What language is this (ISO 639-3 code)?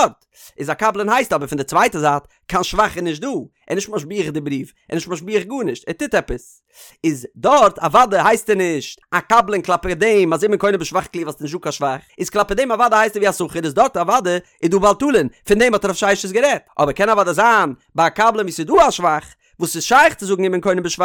yid